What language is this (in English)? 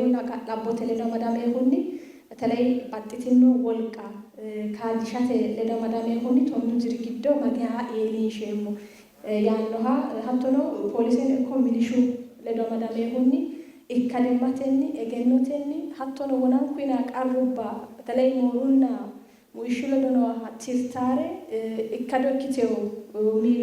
Sidamo